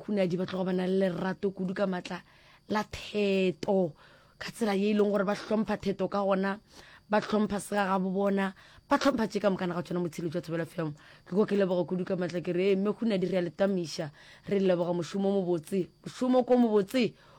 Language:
Northern Sotho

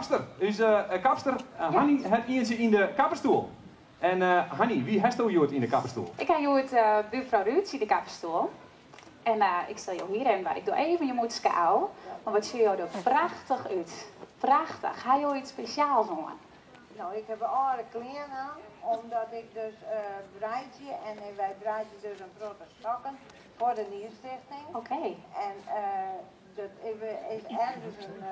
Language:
Western Frisian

